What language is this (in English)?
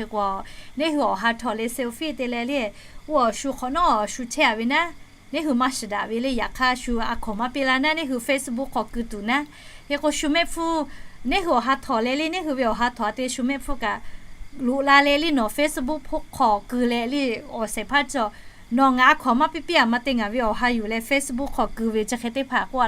Lahu